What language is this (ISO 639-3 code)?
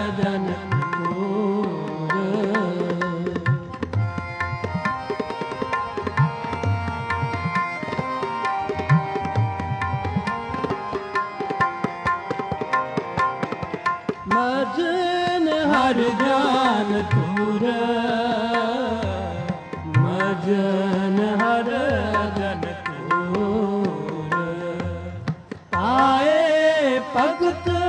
pan